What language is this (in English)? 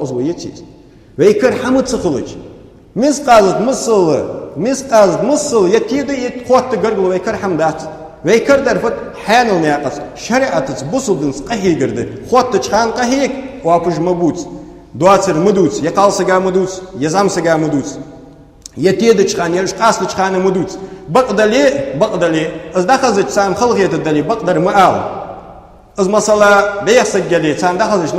Ingush